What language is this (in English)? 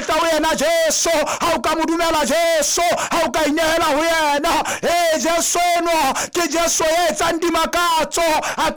Southern Sotho